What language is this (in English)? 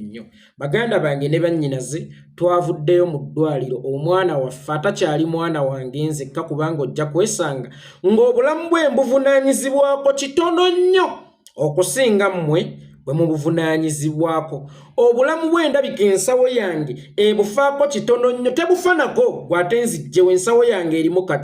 Ganda